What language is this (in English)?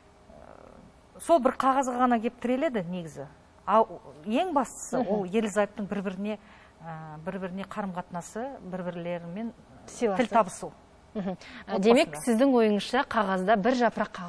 Kazakh